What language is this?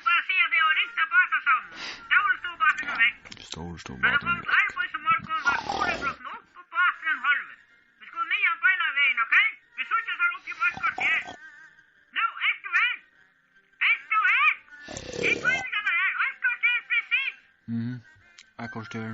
Faroese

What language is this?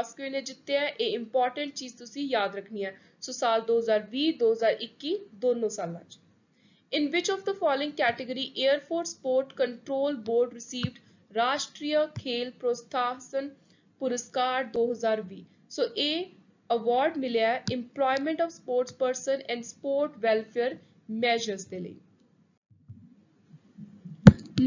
Punjabi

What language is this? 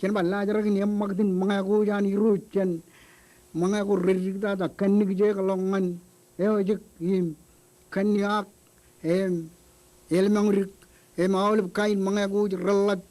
Marshallese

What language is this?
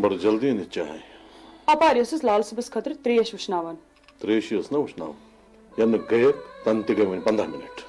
Kashmiri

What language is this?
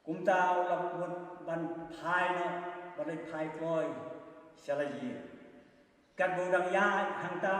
Khasi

